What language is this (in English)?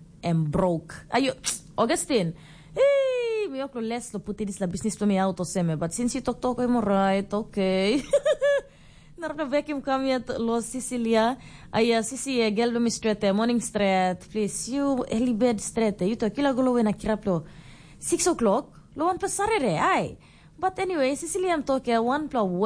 Tok Pisin